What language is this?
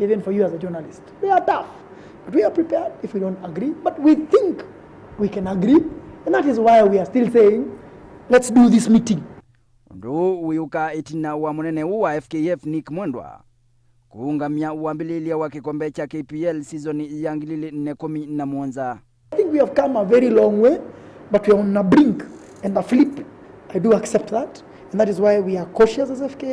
Kamba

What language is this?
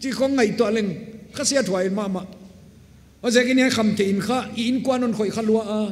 Paite Chin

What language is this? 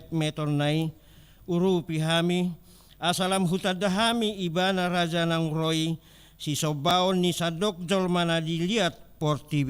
Batak Toba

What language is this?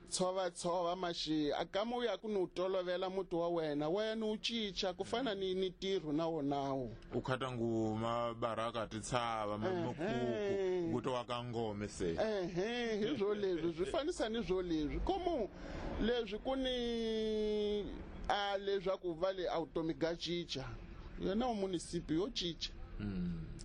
Tsonga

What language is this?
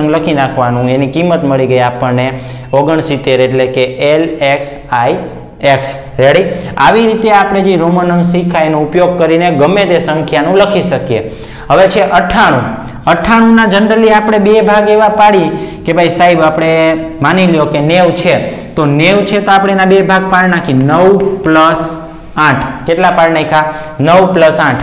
Gujarati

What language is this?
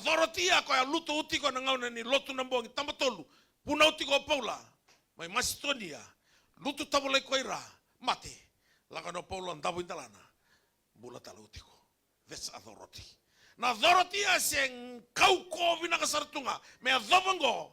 Fijian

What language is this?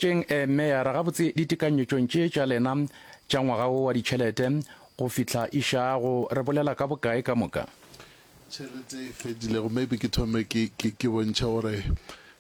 Northern Sotho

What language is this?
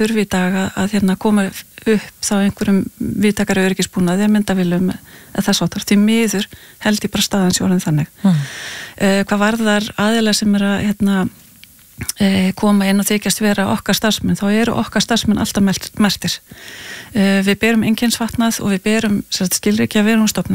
Icelandic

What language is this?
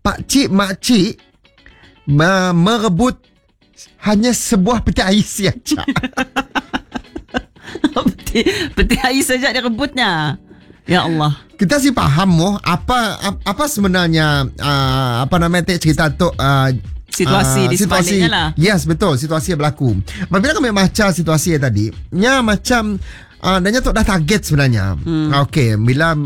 Malay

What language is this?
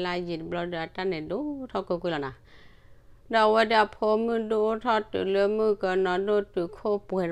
S'gaw Karen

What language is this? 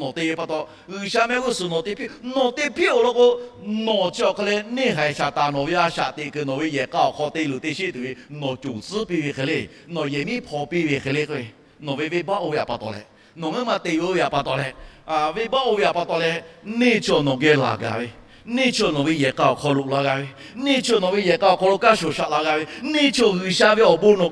Lahu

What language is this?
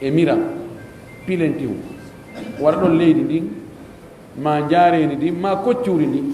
Pular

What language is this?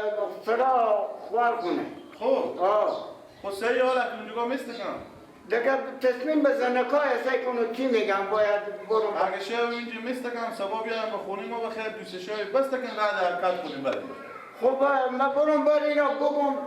Persian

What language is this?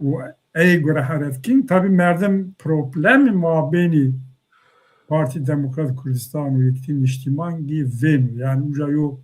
Zaza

